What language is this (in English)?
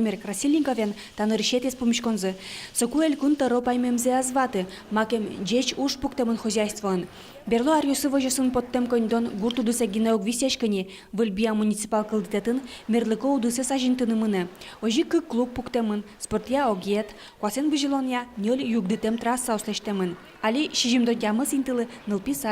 Udmurt